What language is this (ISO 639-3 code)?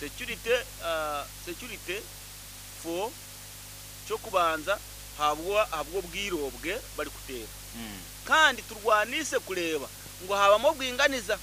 nyo